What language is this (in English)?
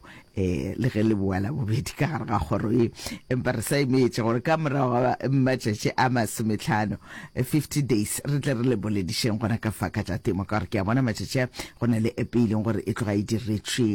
Northern Sotho